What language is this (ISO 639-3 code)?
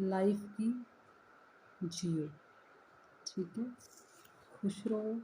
doi